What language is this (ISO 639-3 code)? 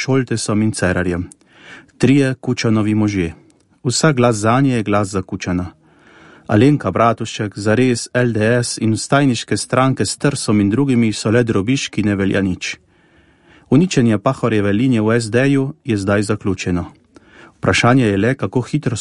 slv